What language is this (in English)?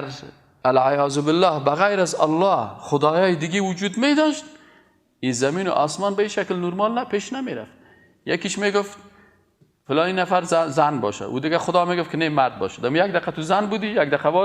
Persian